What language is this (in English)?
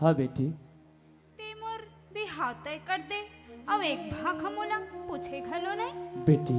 Chhattisgarhi